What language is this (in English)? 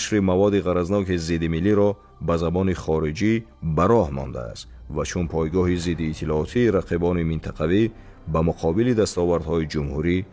Tajik